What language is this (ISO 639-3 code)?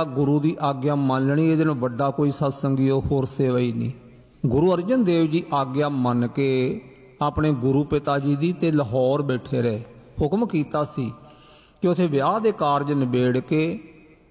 pan